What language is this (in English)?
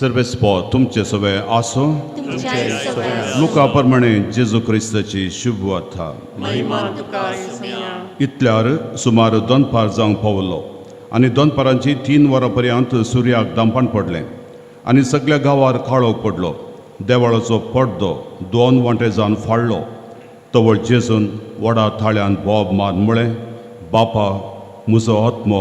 Konkani